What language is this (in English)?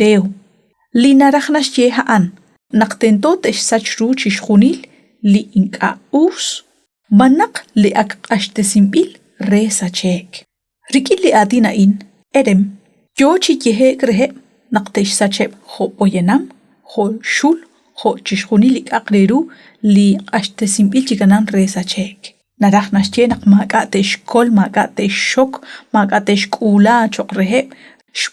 Kekchí